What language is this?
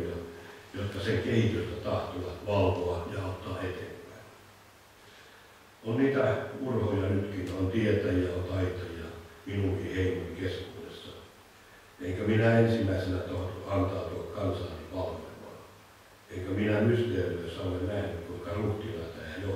Finnish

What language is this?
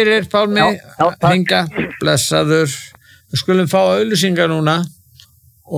Icelandic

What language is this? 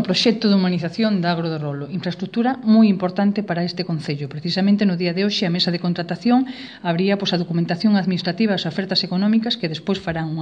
Galician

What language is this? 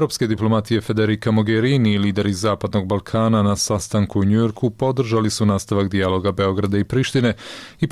Serbian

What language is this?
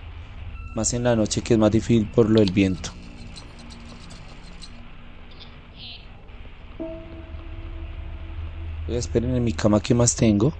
Spanish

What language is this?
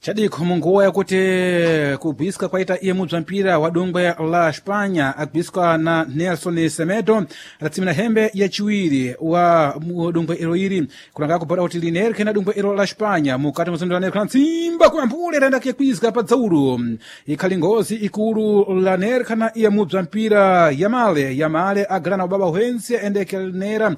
Sena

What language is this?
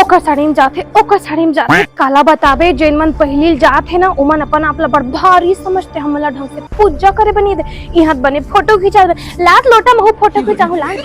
Chhattisgarhi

